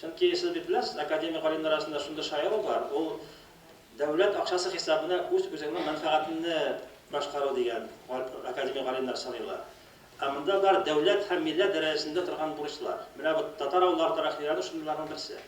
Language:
Tatar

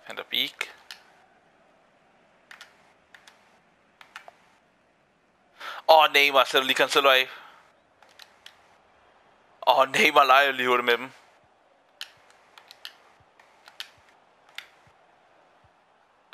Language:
Danish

